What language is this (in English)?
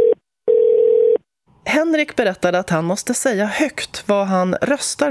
Swedish